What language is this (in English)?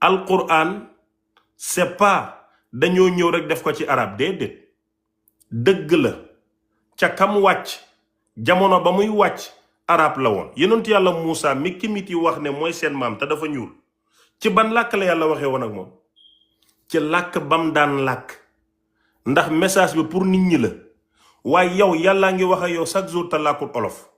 Wolof